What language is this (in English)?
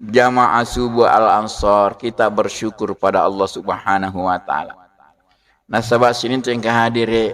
Buginese